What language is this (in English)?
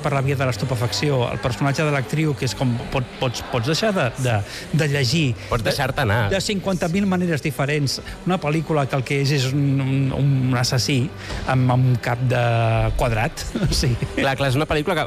Catalan